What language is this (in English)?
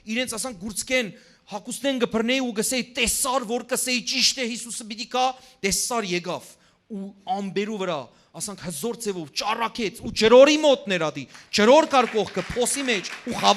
Western Armenian